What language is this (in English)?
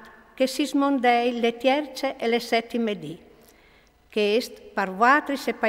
Friulian